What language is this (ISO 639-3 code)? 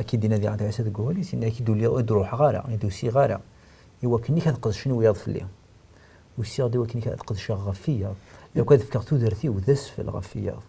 kab